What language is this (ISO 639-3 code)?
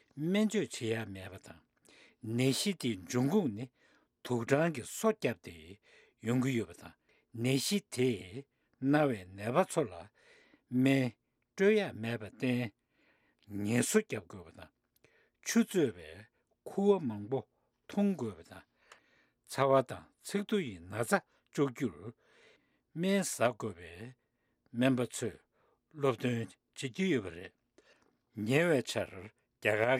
bod